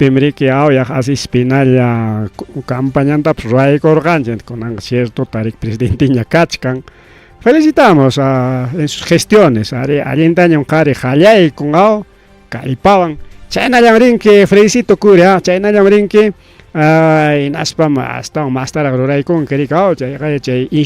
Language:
Ayacucho Quechua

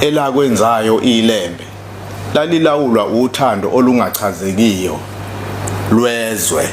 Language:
Zulu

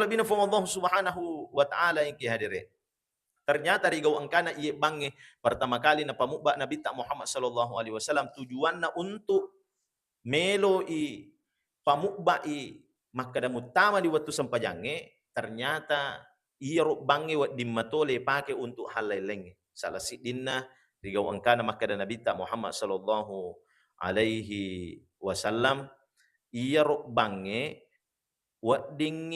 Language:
Buginese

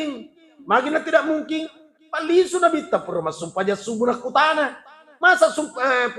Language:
Buginese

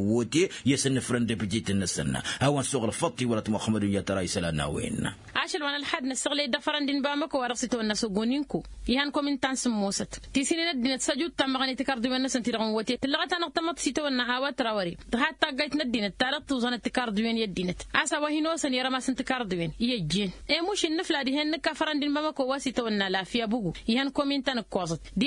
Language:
Tamasheq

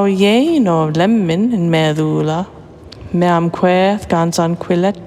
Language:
Cornish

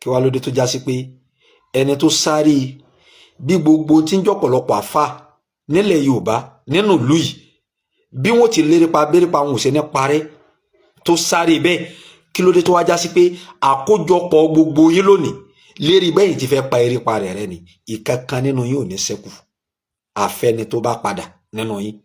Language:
Yoruba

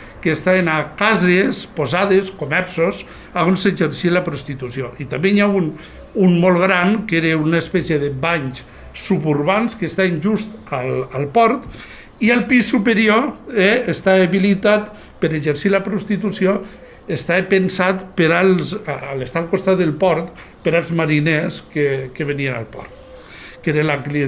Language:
Catalan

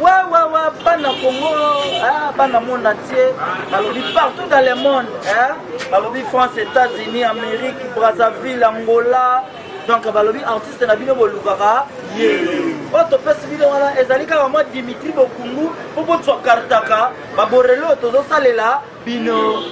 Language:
Lingala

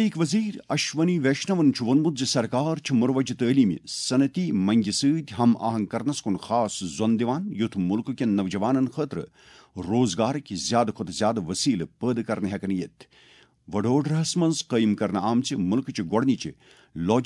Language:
Kashmiri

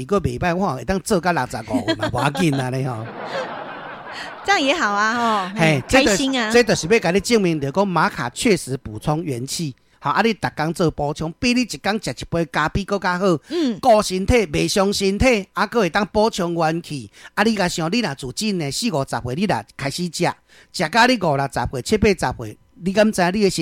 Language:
Min Nan Chinese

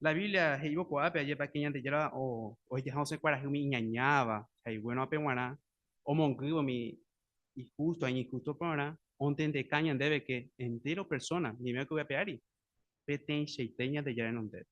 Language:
Guarani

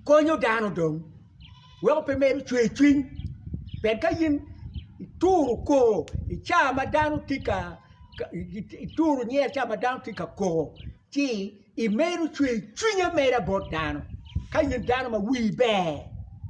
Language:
Acoli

